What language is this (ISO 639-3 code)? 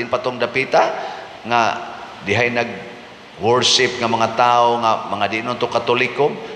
ceb